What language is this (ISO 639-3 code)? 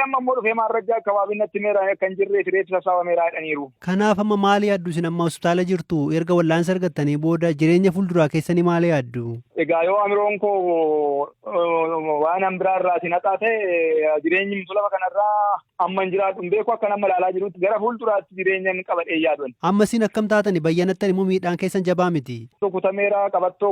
orm